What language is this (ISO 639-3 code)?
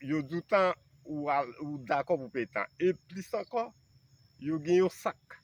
hat